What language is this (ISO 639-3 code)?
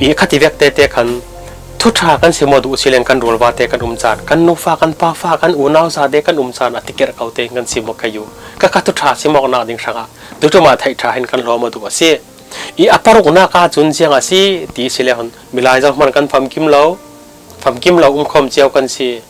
cfm